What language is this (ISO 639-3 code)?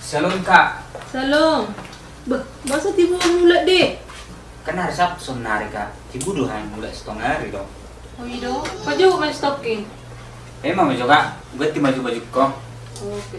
bbc